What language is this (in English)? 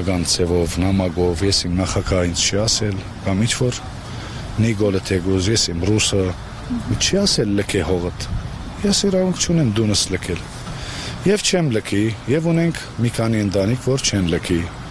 Armenian